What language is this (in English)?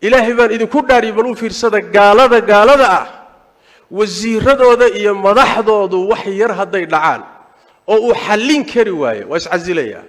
Somali